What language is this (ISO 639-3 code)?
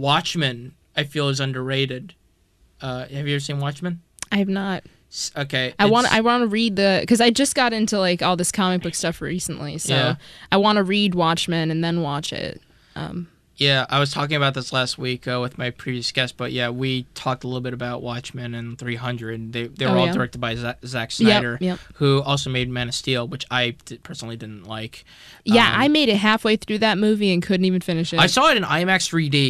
eng